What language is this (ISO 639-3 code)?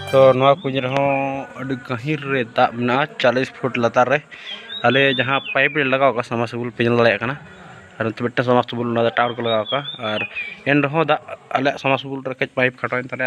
sat